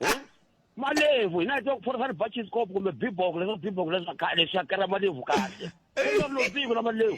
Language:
Tsonga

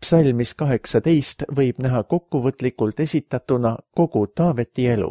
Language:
Estonian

